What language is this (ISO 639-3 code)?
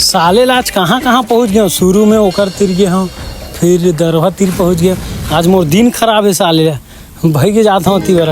hne